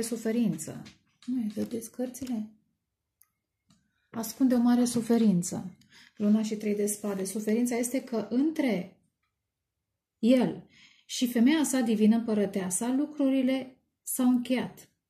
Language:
Romanian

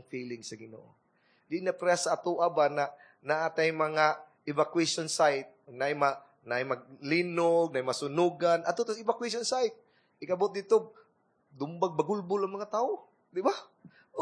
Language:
Cebuano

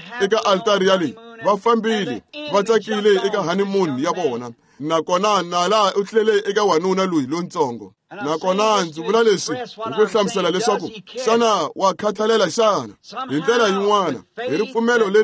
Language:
Tsonga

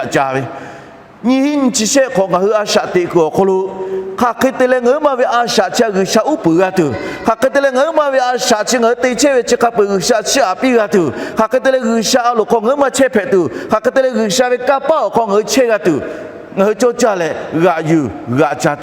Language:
Lahu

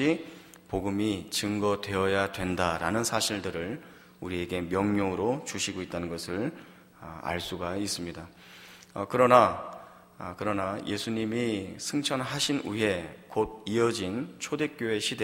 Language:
Korean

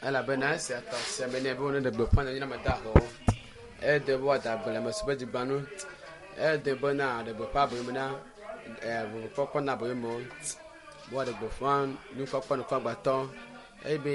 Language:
Ewe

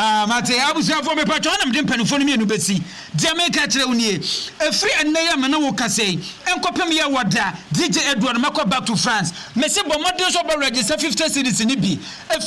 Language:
Akan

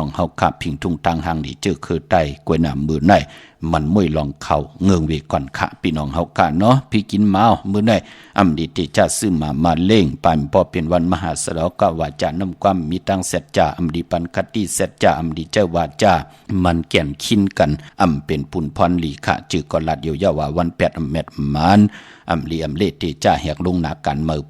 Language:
Shan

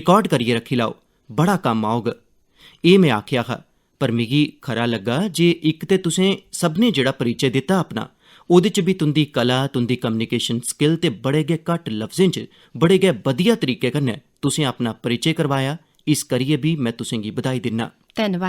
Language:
Dogri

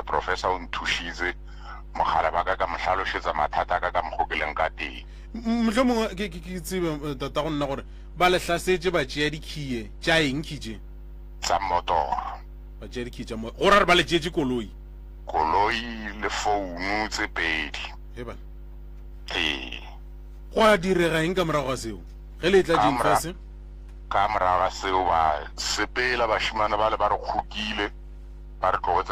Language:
Northern Sotho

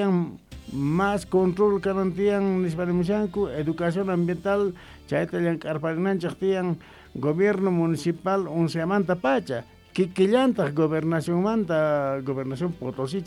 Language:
Quechua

